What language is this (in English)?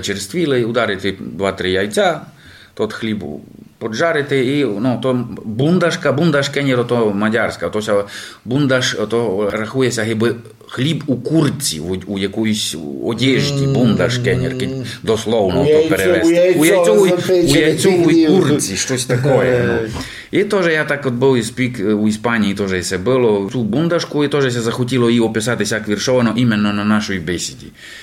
Rusyn